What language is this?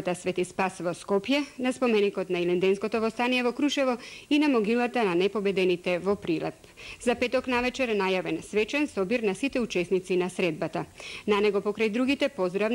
Macedonian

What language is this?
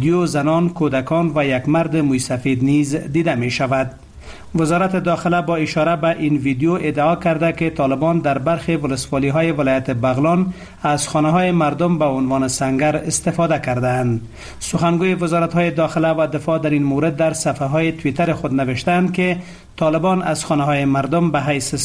Persian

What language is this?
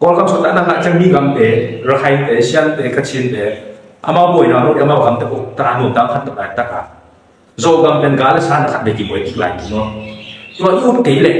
Tedim Chin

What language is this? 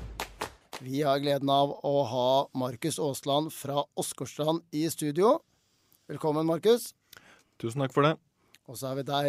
Norwegian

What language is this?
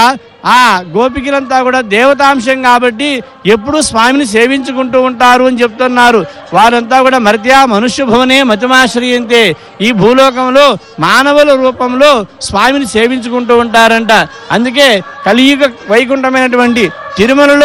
Telugu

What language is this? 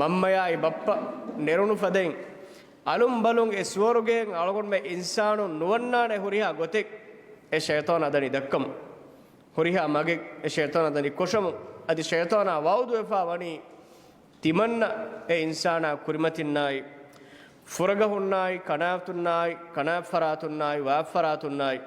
Divehi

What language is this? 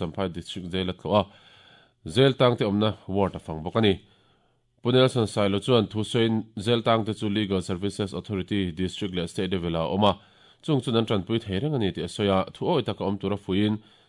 Mizo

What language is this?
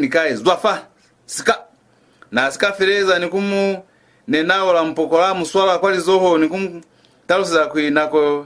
Lozi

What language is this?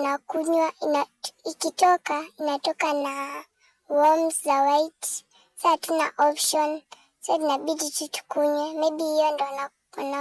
Kamba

